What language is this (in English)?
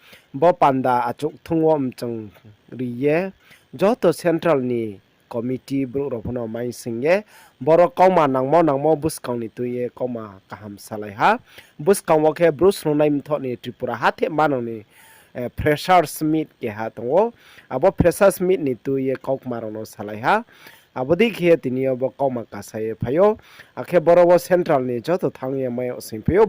Riang (India)